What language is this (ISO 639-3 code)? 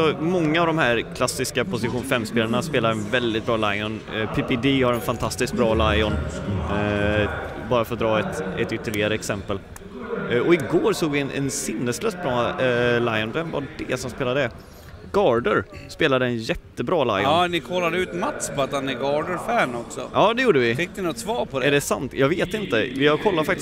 swe